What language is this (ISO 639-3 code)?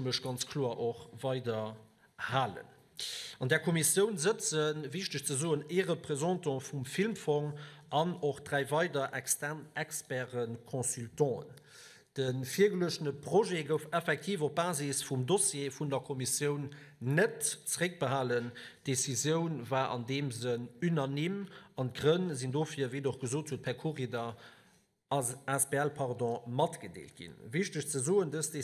ltz